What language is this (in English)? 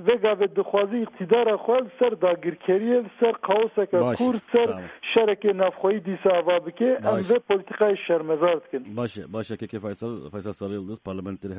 Kurdish